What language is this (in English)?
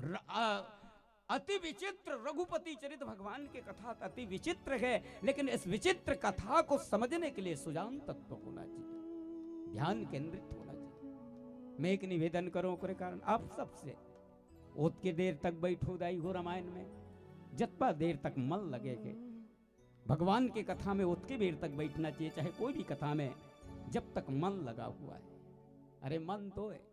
Chhattisgarhi